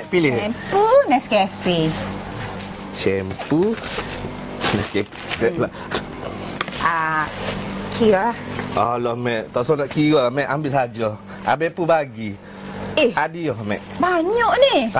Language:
Malay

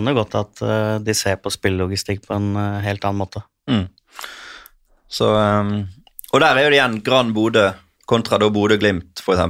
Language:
Norwegian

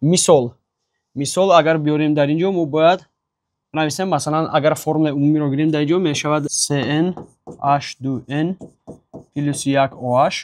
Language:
Tajik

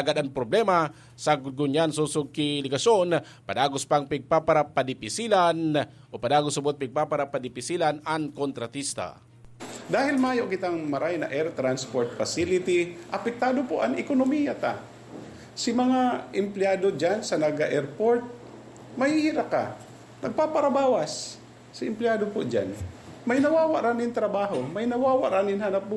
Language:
Bikol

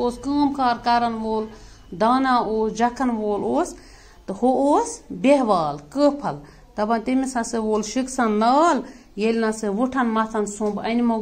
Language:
Kashmiri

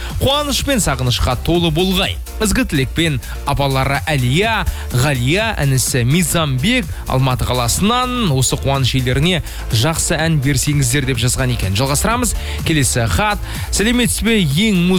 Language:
Kazakh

